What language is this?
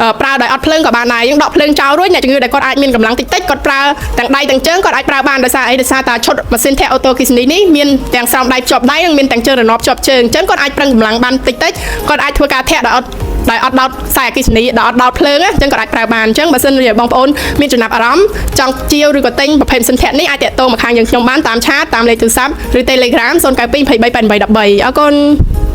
Khmer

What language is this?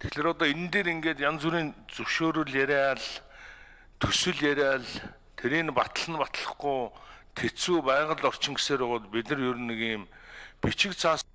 Mongolian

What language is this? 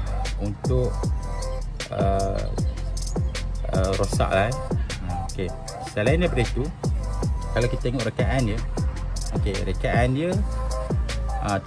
Malay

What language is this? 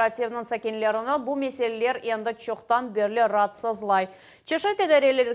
Crimean Tatar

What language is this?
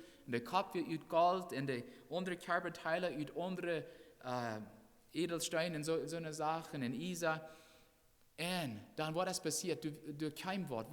Plautdietsch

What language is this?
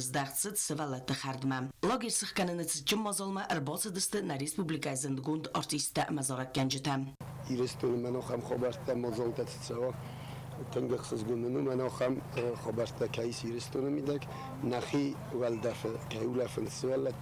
Ossetic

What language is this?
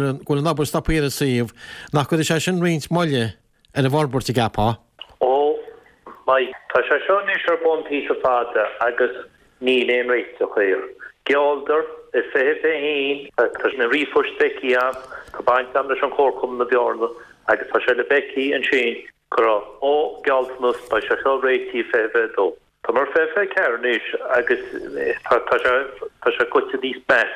Irish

